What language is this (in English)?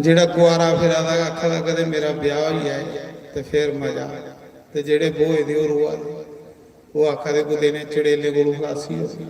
Dogri